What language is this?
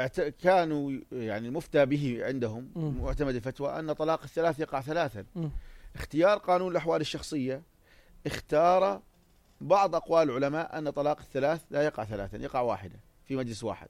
North Levantine Arabic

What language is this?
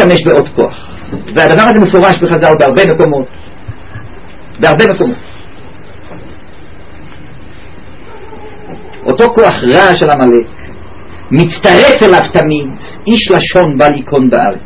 Hebrew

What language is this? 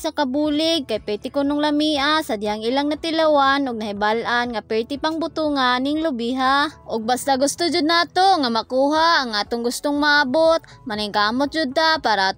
Cebuano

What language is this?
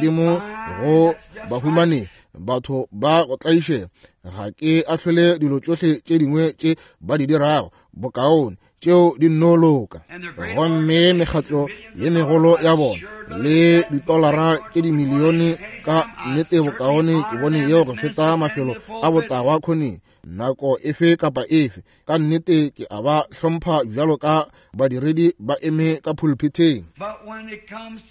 Northern Sotho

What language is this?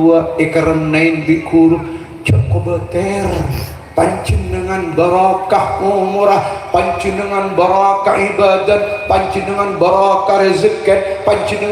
Madurese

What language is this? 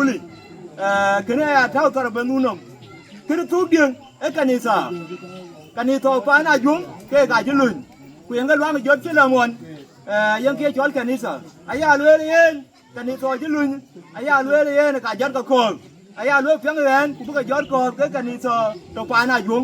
Dinka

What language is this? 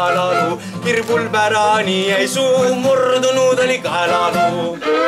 Estonian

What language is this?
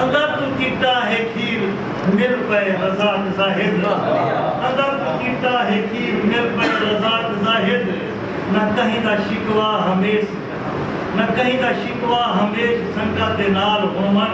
Saraiki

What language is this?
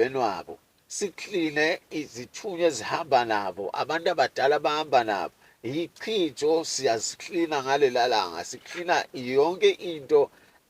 Zulu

